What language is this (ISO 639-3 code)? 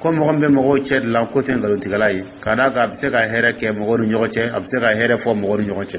dyu